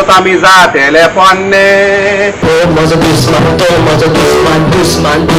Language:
Konkani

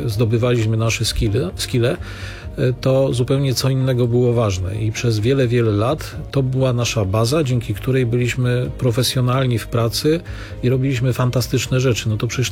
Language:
Polish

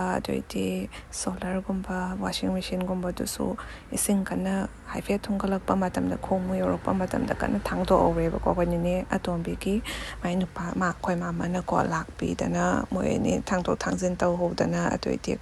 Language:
Manipuri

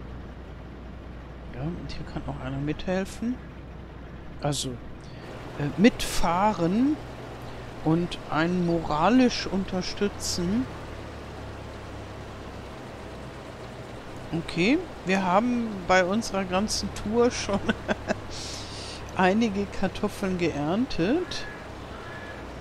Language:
German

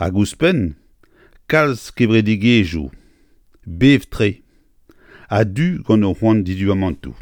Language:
Breton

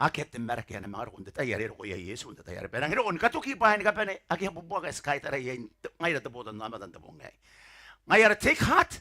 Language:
Gilbertese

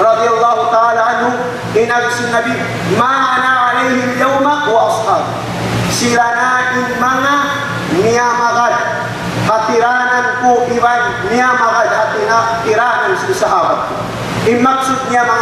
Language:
Tausug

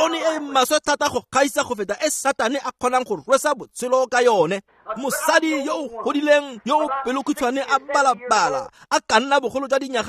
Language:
Tswana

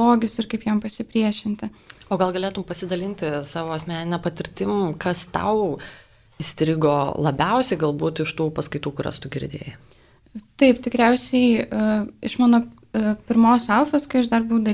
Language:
Lithuanian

